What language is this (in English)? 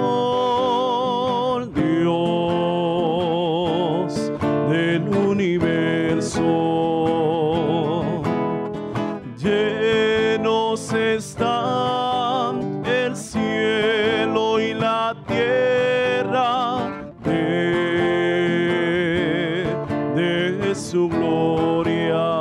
Spanish